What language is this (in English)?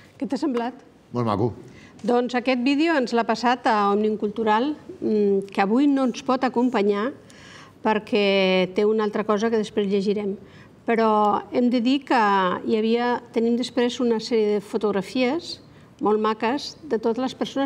Catalan